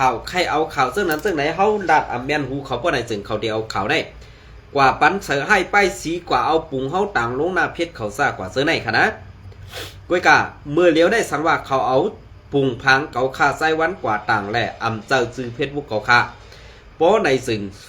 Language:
Shan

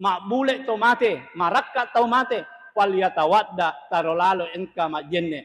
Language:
Buginese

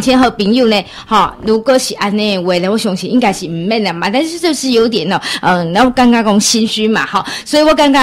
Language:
Chinese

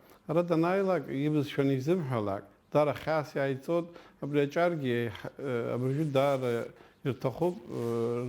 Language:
Abkhazian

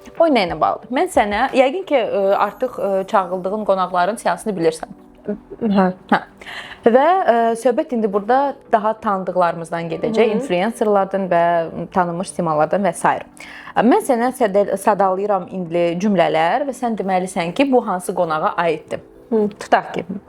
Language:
Azerbaijani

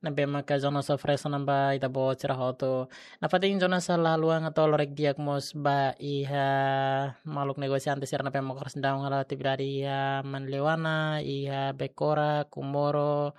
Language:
Tetum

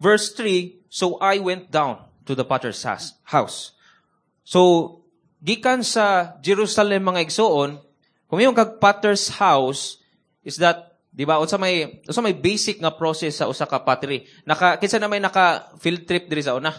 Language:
Cebuano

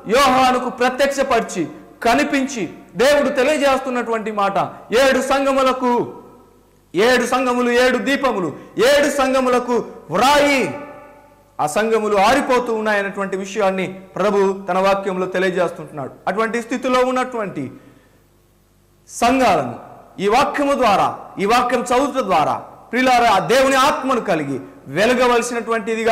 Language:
Telugu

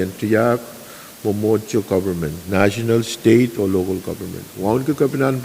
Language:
Pohnpeian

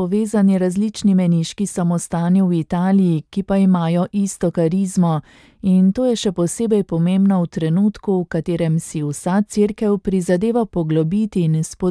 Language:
Slovenian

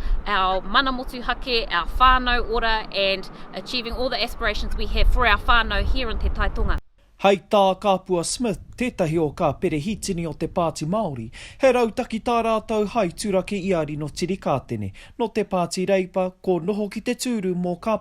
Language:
Māori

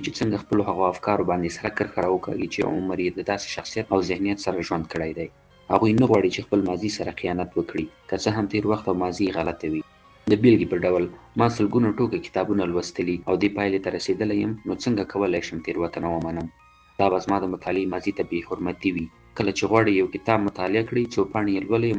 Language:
Pashto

